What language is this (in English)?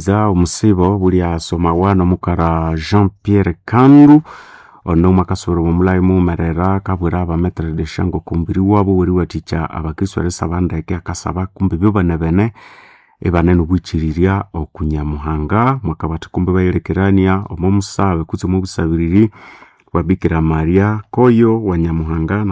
Nande